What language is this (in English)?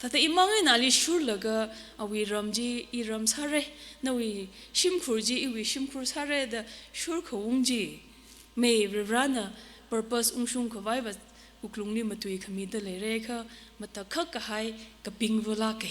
Tangkhul Naga (India)